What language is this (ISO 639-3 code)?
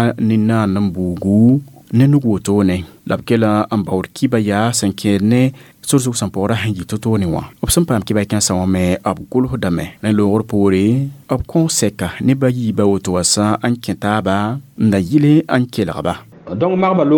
mos